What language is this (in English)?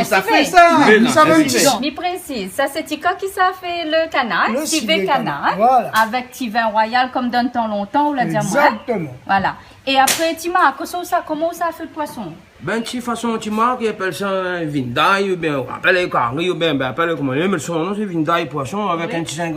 Réunion Creole French